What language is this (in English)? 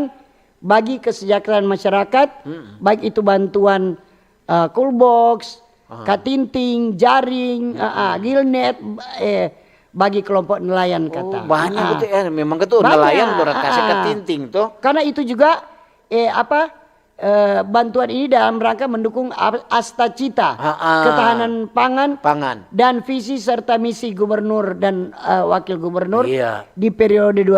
Manado Malay